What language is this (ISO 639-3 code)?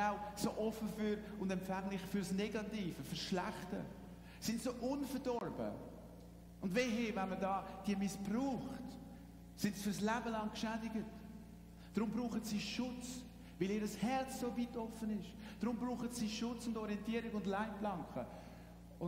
gsw